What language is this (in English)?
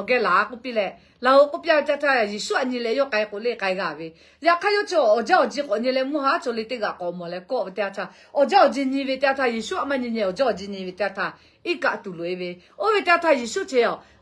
Lahu